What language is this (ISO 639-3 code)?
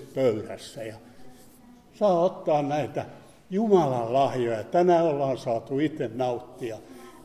fin